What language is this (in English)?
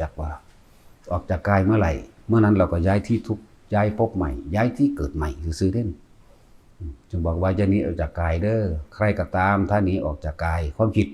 Northeastern Thai